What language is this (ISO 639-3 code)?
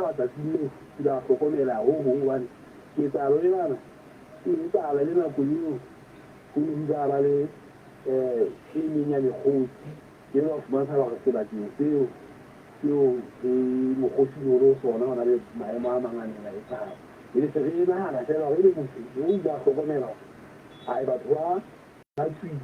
sot